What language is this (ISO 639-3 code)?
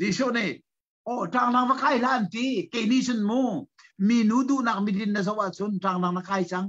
cnh